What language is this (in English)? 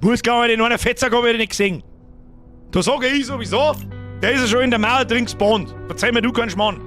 Bavarian